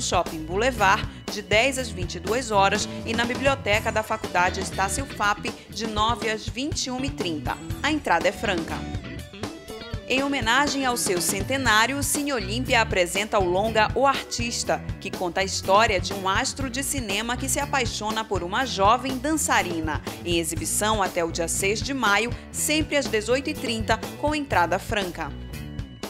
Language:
Portuguese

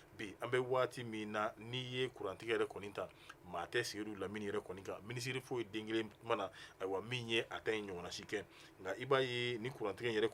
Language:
Bambara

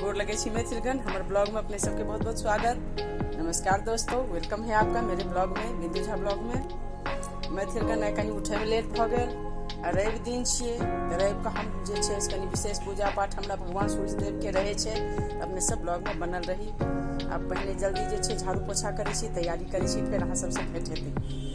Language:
Maithili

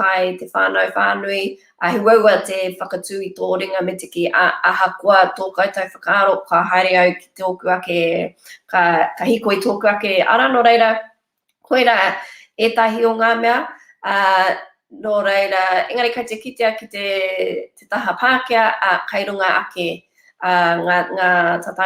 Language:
Māori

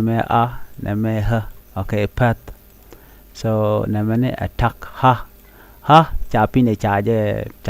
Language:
Nuer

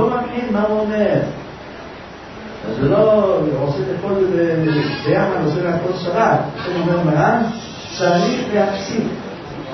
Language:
Hebrew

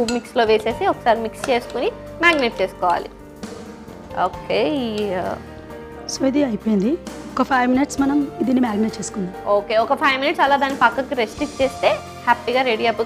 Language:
Telugu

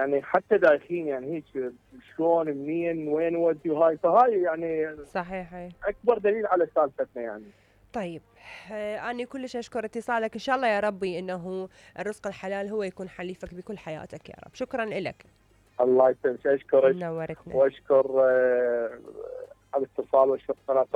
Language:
Mesopotamian Arabic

